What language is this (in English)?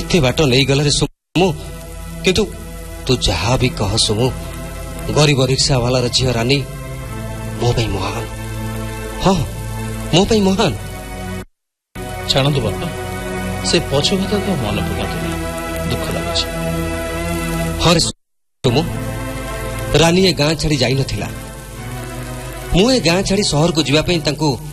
Odia